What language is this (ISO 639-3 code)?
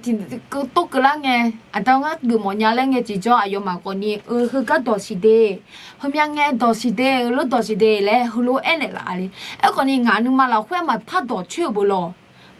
ahk